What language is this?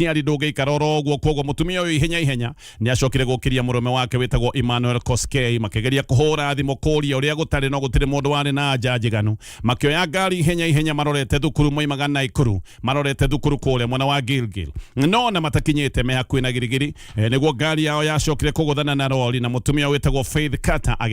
Kikuyu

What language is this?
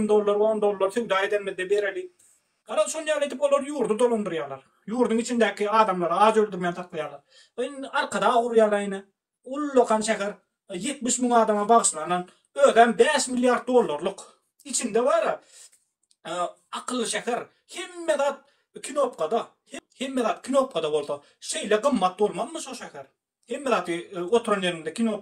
Turkmen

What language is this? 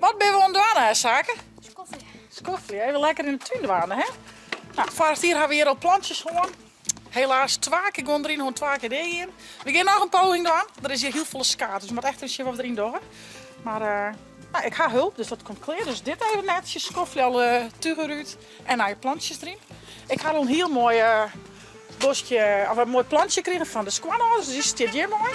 Western Frisian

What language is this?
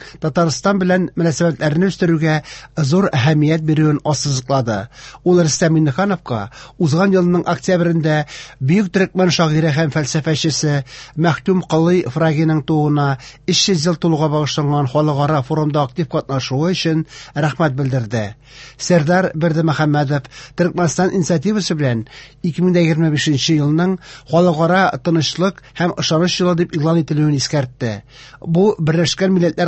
Tatar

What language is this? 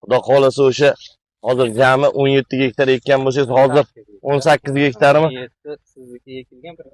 Uzbek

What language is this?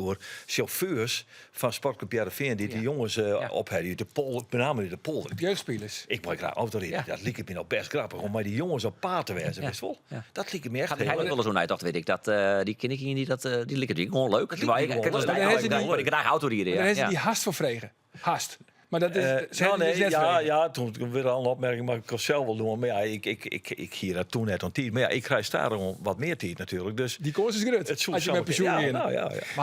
Western Frisian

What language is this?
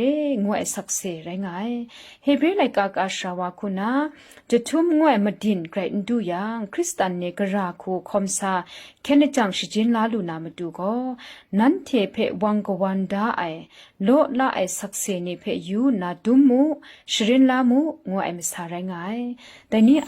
Kachin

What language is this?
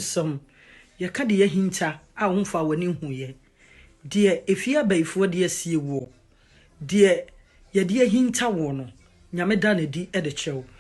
Akan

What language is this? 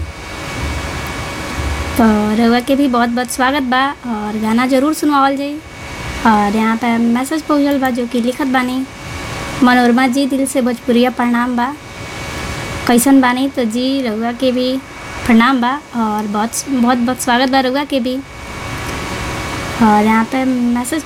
Bhojpuri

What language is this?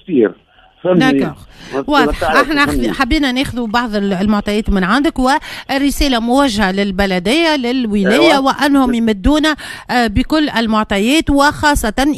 Tunisian Arabic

